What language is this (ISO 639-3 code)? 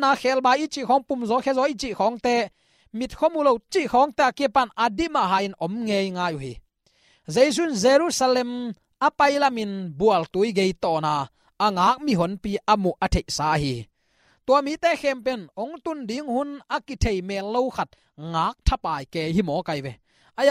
ctd